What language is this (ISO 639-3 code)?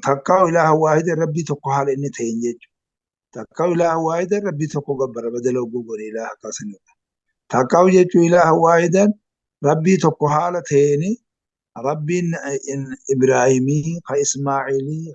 orm